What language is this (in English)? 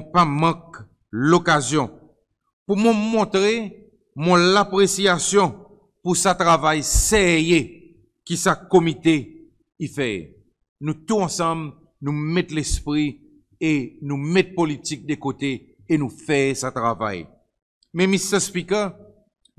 Seselwa Creole French